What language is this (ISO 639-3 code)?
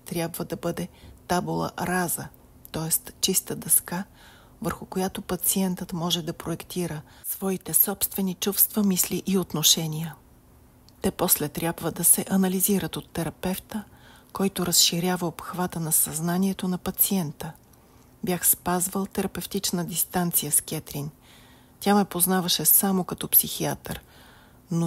bul